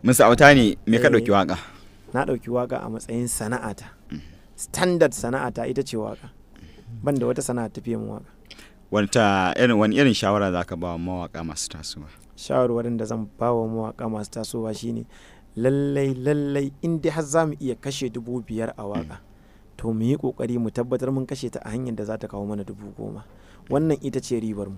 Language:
Hausa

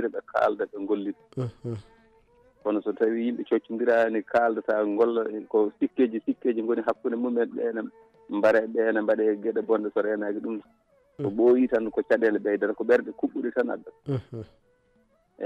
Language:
Fula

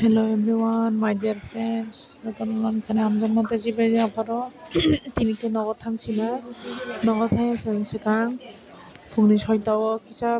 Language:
Kok Borok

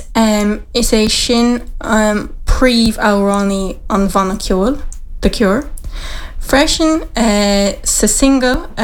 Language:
Irish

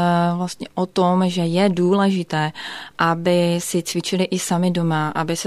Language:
Czech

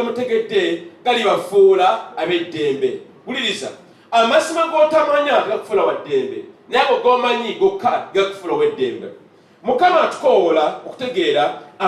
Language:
Ganda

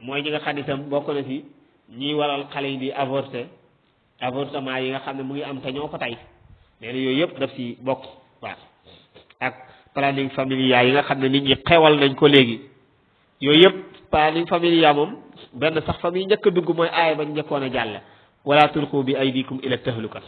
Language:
Wolof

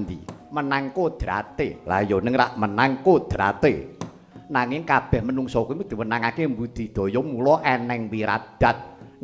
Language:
Javanese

